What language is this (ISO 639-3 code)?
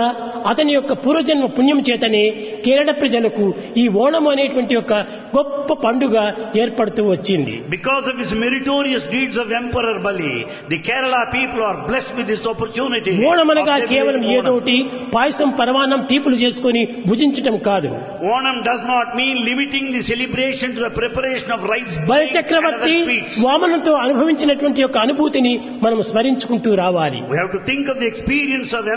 tel